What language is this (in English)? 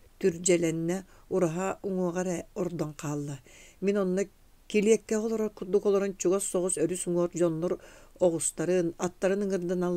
Yakut